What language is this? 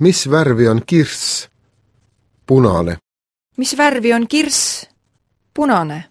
Estonian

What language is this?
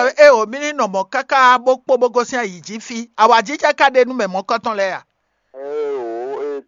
Fon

